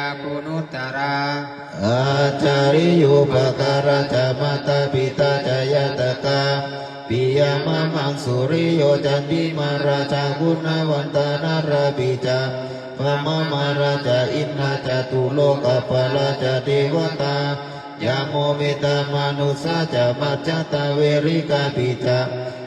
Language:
Pali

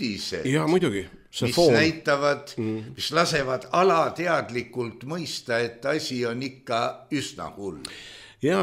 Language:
Estonian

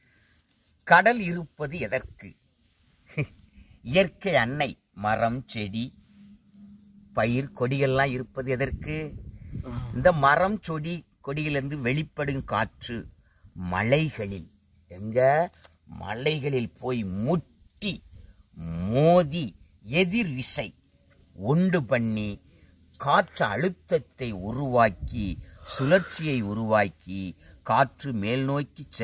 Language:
Tamil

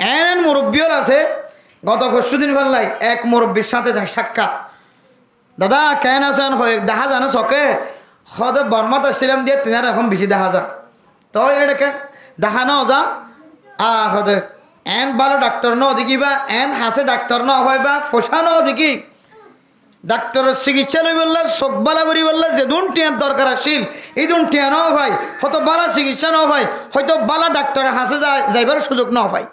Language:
Rohingya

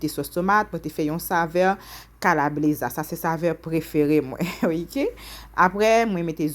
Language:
Haitian Creole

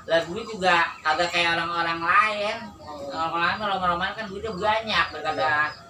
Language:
Betawi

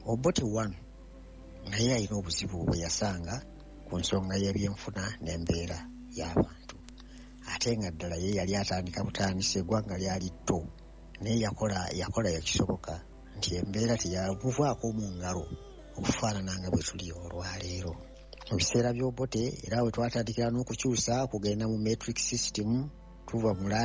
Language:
Ganda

